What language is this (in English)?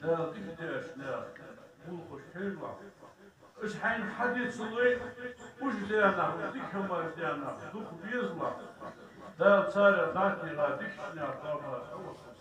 Ingush